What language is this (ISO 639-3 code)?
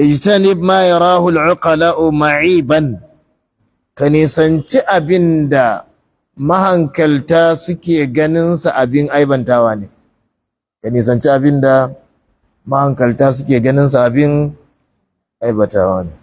hau